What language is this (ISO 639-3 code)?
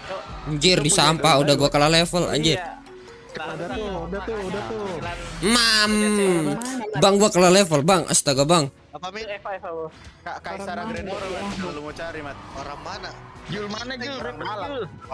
ind